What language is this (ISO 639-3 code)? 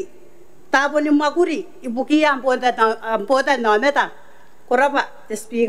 gil